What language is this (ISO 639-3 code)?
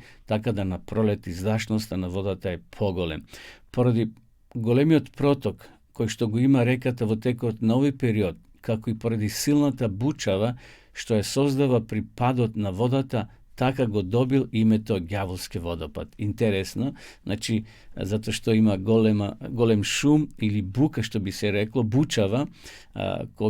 mkd